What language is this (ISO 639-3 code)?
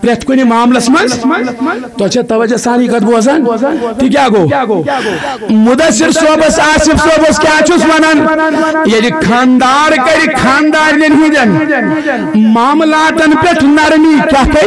kas